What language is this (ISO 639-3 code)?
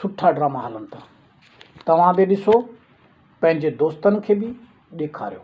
snd